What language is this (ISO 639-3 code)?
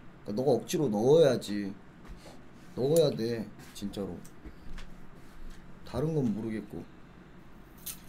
kor